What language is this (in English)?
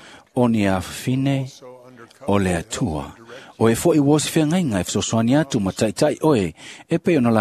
Samoan